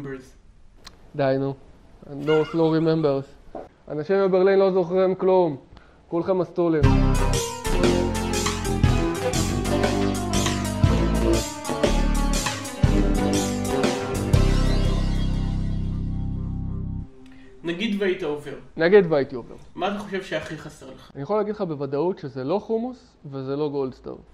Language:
Hebrew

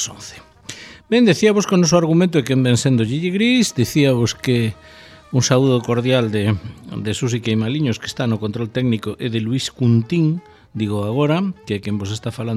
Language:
Galician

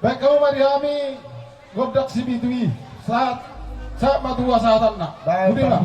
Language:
Batak Toba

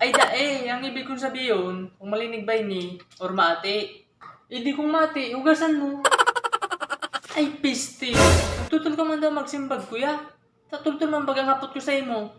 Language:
Bikol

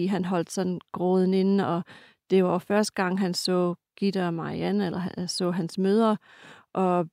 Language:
Danish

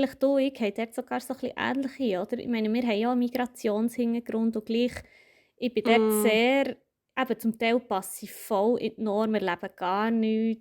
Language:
Swiss German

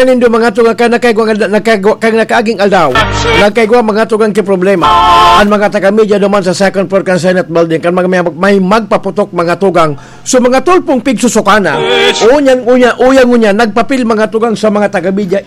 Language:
Bikol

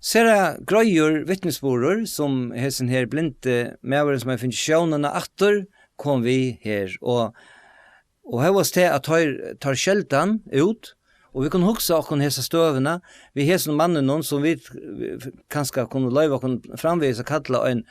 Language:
Faroese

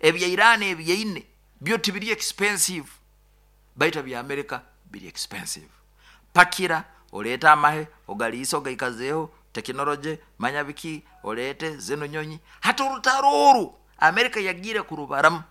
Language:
Nyoro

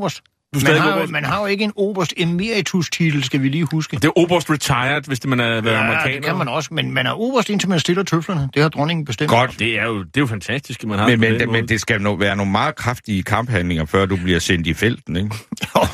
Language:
Danish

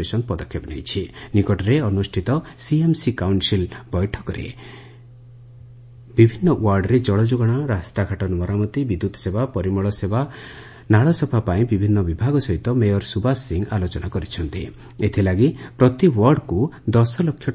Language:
Odia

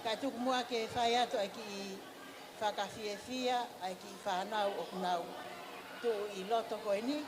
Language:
Tongan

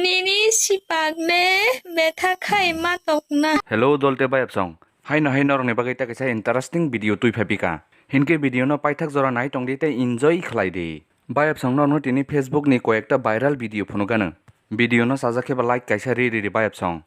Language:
Kok Borok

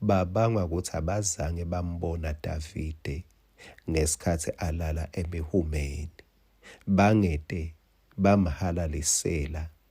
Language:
Swati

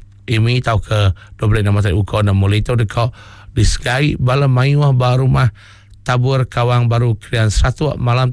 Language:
Iban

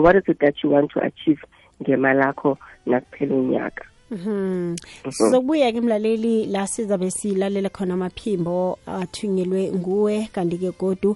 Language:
South Ndebele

